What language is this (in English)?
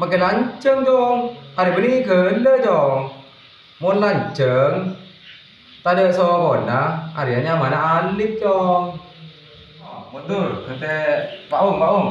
Madurese